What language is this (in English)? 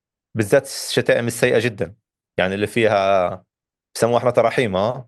North Levantine Arabic